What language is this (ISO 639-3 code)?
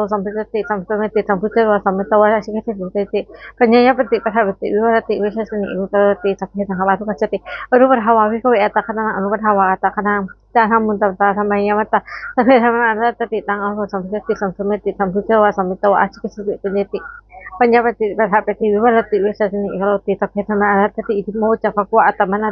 pli